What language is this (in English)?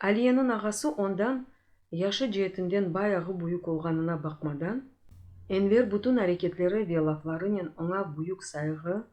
Crimean Tatar